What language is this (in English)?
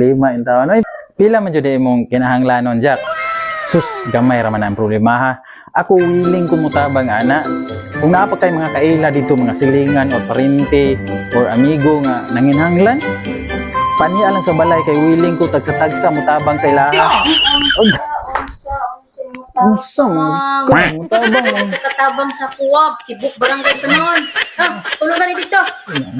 Cebuano